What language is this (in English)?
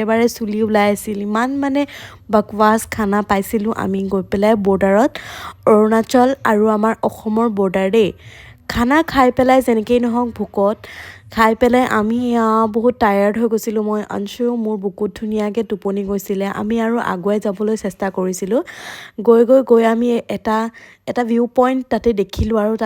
Assamese